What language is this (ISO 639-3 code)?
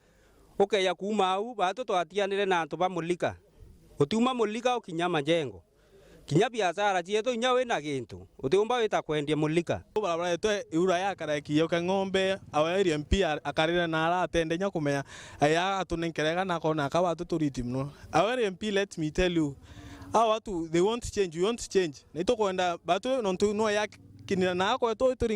mer